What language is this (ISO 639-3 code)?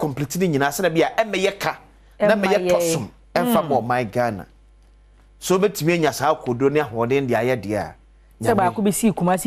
aka